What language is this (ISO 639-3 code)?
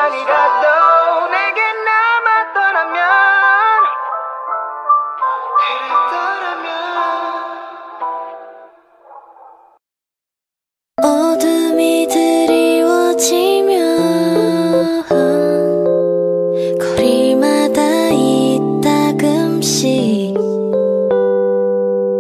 kor